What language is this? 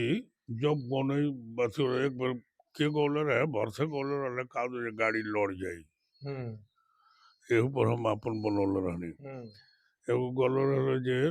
Bhojpuri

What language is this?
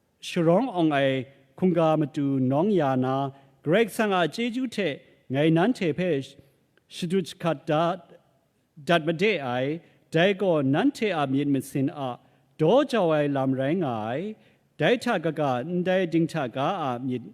Kachin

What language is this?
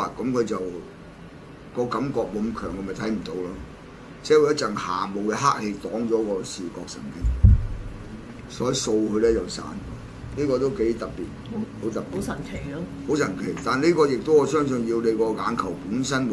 Cantonese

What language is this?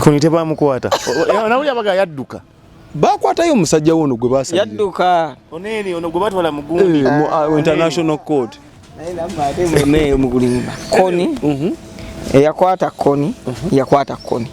Ganda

